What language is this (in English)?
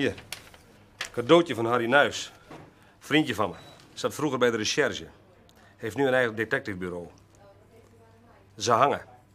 Dutch